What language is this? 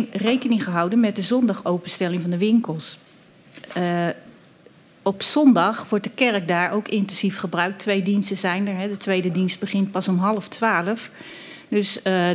Dutch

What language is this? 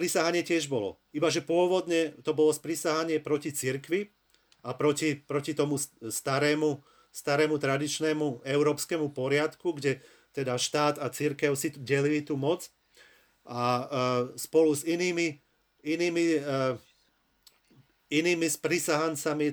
Slovak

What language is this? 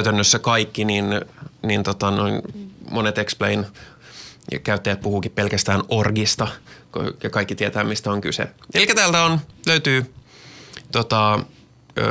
Finnish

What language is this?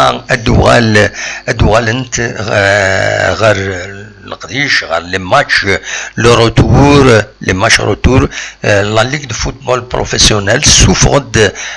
Kabyle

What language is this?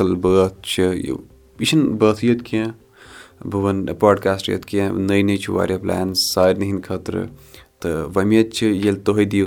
Kashmiri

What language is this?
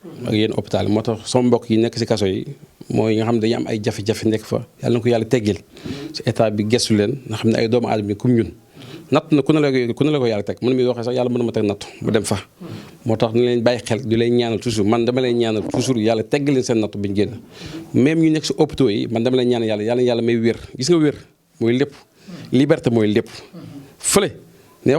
Wolof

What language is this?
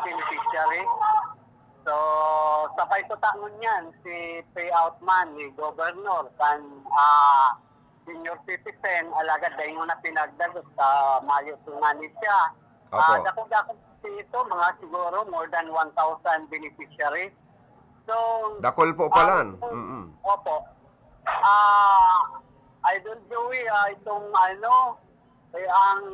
Bikol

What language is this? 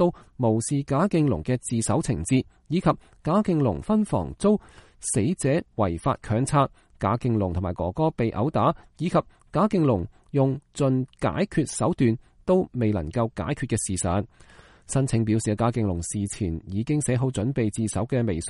Cantonese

